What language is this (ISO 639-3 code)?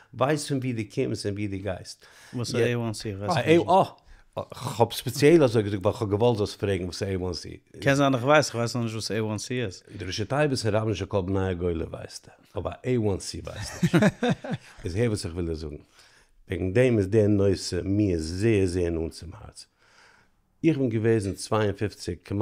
yid